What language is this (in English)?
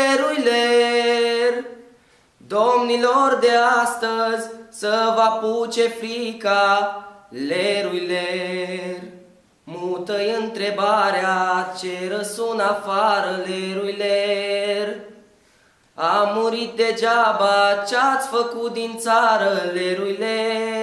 Romanian